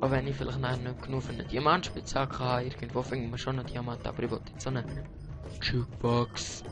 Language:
Swiss German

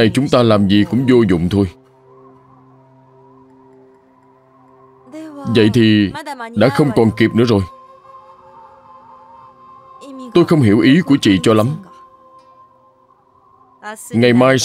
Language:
Vietnamese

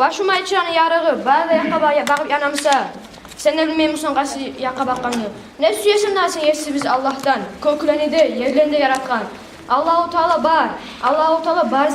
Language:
Kumyk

